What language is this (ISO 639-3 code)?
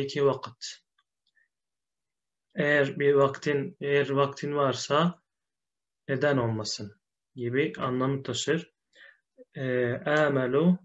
tur